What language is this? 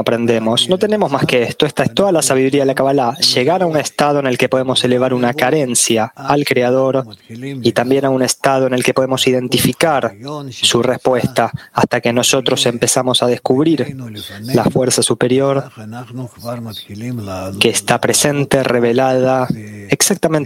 Spanish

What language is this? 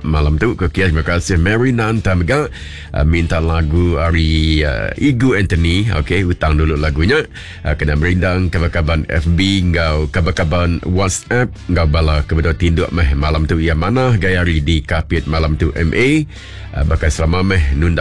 Iban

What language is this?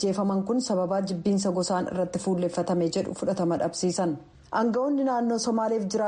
Oromo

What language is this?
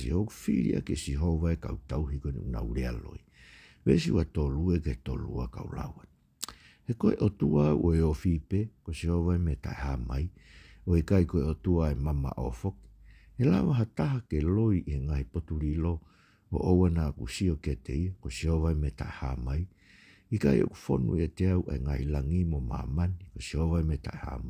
Tongan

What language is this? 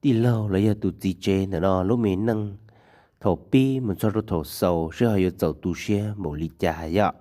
Hmong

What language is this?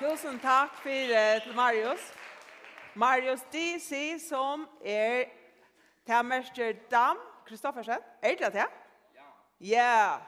Faroese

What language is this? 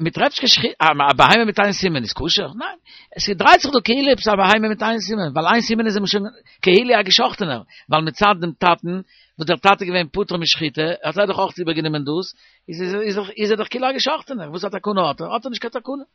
Yiddish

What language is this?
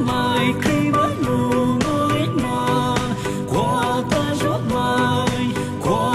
Poumei Naga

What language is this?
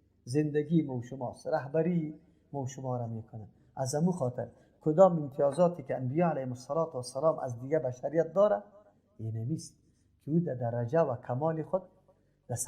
Persian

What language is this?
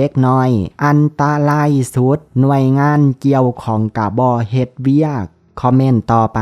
Lao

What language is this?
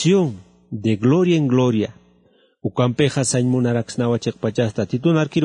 Aymara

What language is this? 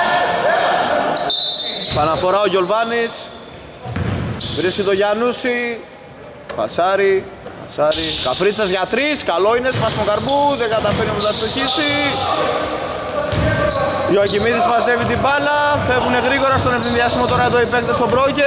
Greek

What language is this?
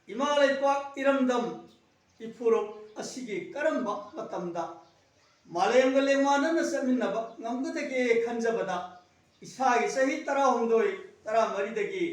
Manipuri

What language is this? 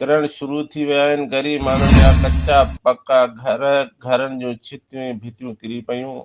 Sindhi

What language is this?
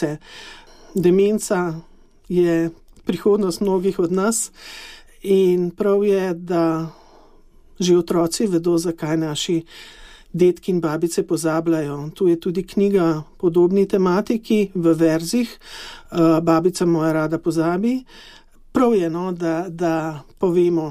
Slovenian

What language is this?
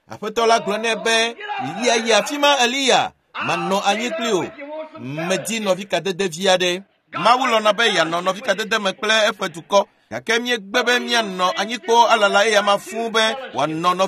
Ewe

